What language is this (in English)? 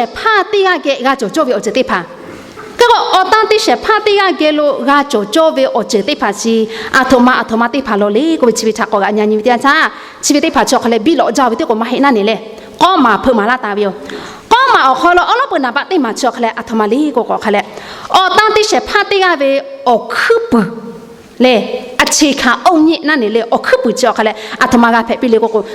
Lahu